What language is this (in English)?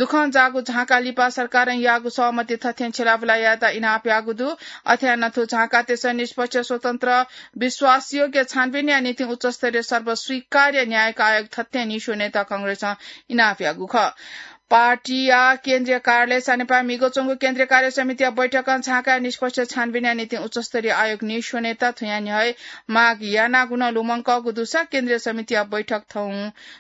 Newari